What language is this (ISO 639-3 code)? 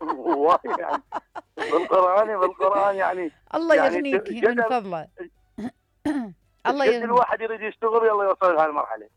acm